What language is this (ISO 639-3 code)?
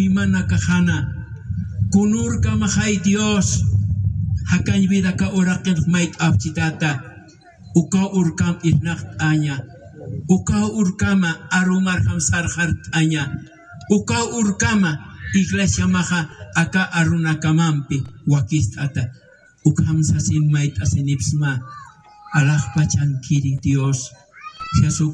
aym